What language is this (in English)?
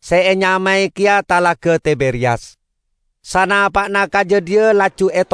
Madurese